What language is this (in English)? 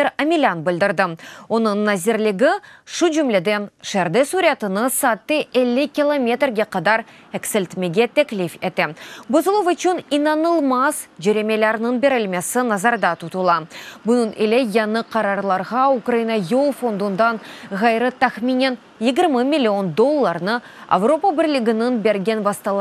Crimean Tatar